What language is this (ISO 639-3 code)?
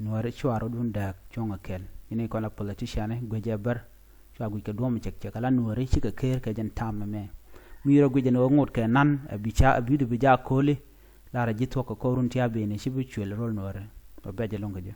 nus